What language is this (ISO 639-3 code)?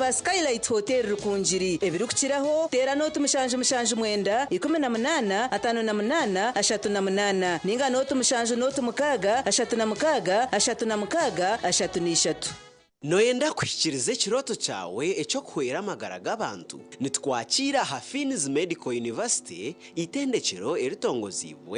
nyn